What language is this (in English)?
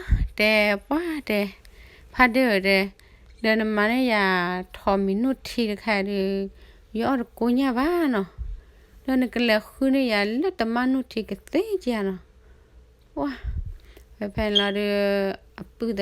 S'gaw Karen